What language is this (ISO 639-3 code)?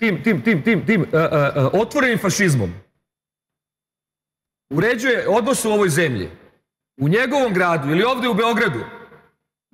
srp